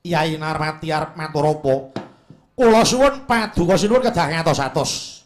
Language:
Javanese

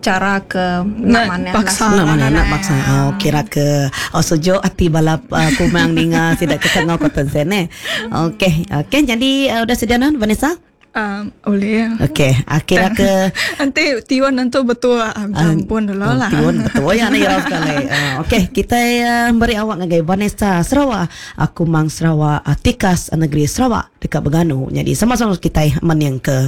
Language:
Iban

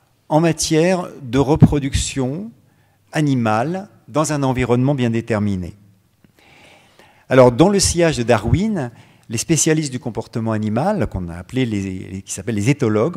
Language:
French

